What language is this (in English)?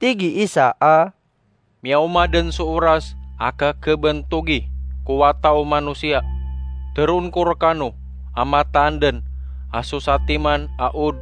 Maranao